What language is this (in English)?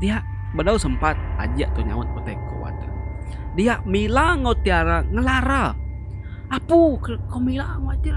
Iban